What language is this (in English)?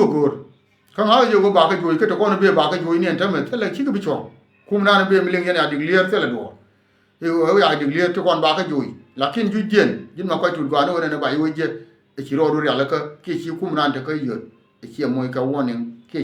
Nuer